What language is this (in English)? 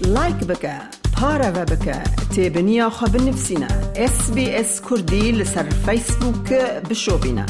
Kurdish